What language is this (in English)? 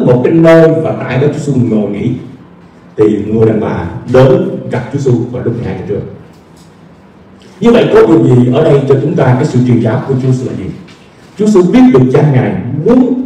Vietnamese